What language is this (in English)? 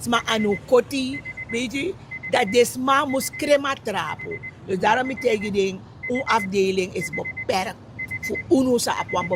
Sranan Tongo